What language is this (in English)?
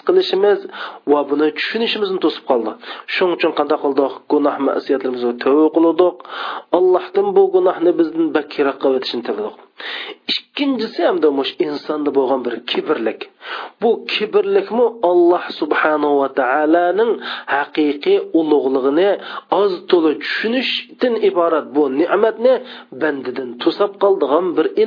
Uyghur